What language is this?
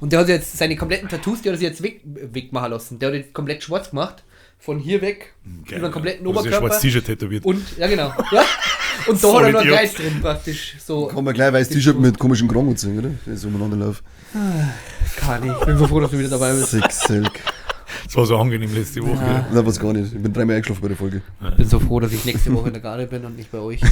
Bavarian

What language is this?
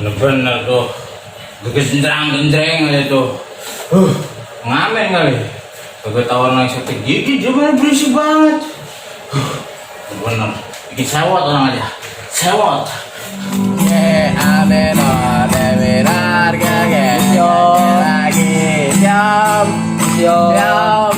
Betawi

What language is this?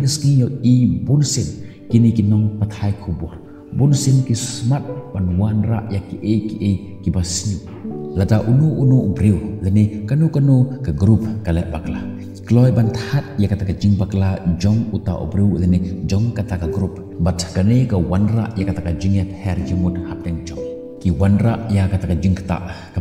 Khasi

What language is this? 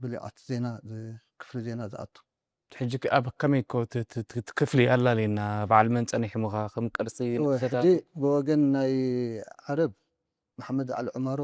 Tigrinya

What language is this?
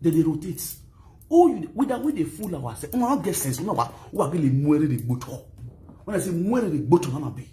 Nigerian Pidgin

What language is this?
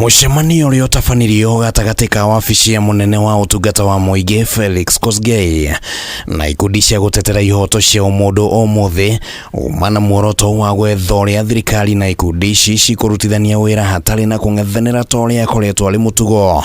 Kikuyu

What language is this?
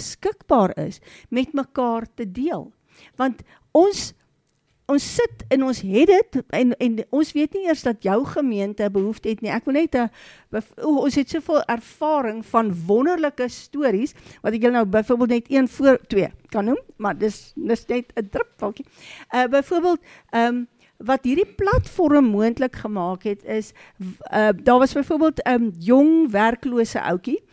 Afrikaans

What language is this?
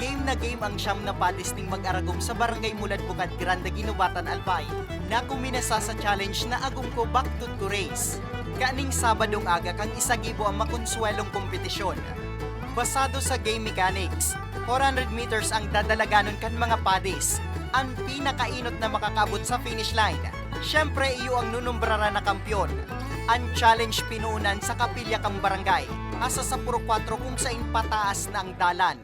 Bikol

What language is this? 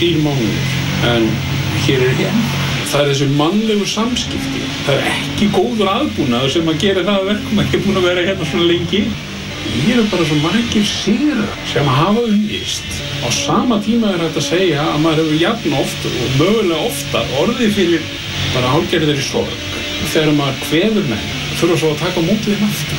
Icelandic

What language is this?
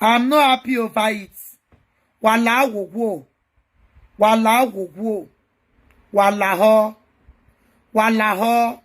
Nigerian Pidgin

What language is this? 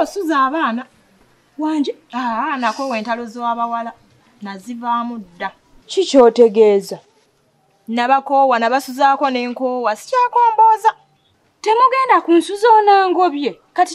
Ganda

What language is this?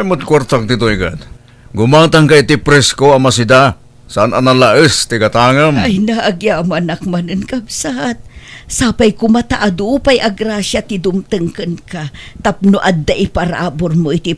Iloko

